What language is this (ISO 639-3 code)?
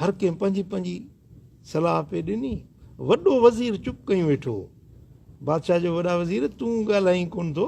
snd